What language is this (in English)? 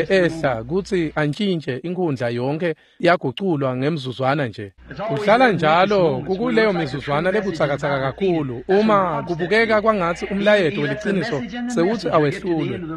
Swati